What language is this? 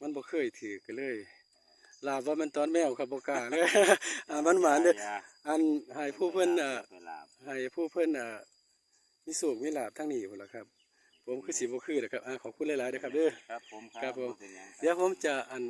Northeastern Thai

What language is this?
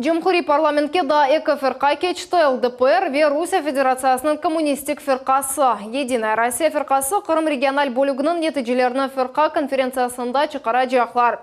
Crimean Tatar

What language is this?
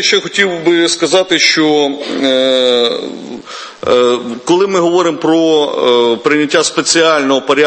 Ukrainian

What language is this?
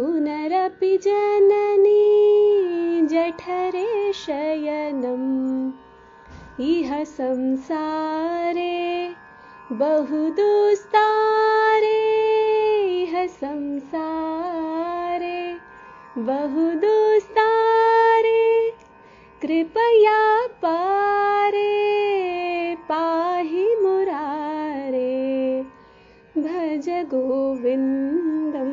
Sanskrit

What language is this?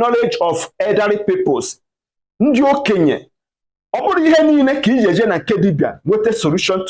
Igbo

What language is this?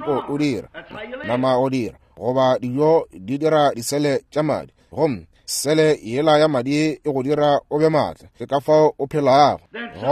Northern Sotho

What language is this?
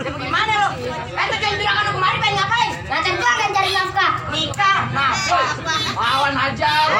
Betawi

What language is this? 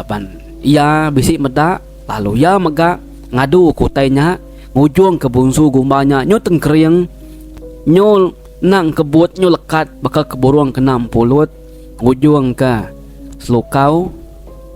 Iban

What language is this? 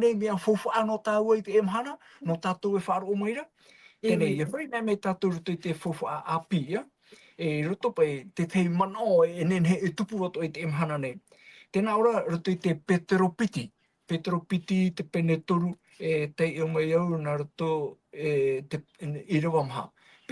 Tahitian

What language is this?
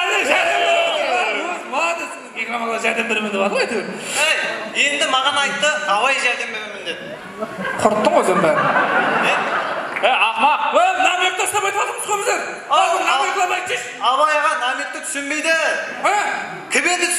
Kara-Kalpak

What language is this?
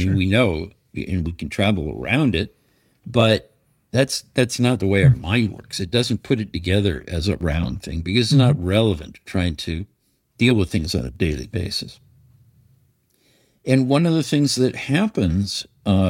English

